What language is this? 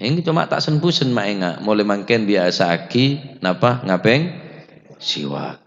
Madurese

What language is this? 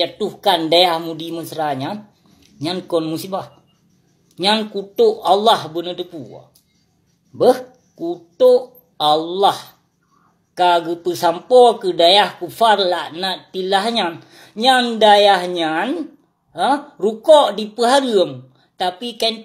Achinese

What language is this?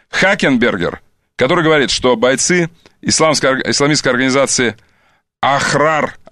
Russian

